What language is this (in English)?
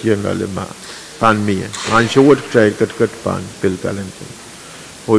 Pohnpeian